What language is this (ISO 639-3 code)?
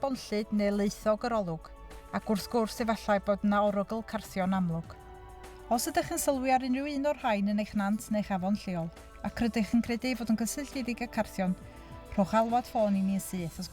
cym